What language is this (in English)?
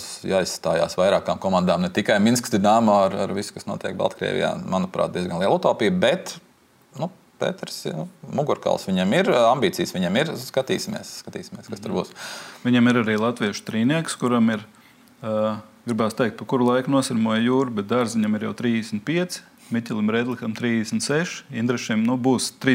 Latvian